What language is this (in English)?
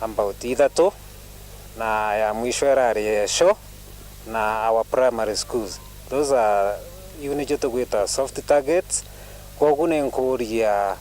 Meru